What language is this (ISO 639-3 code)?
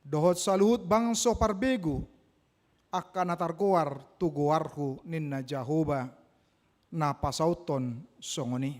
bbc